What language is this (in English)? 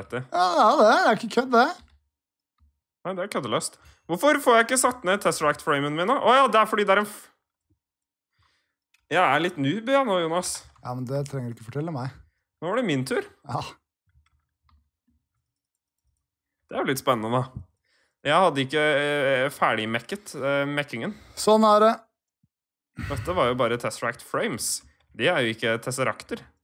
Norwegian